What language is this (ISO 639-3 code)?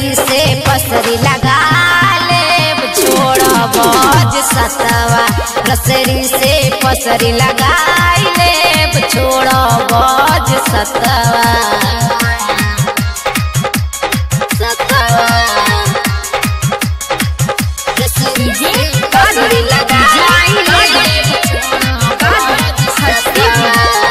bho